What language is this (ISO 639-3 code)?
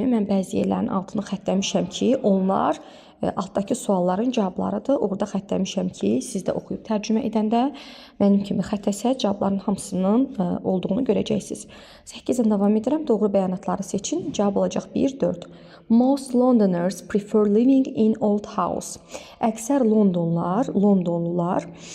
aze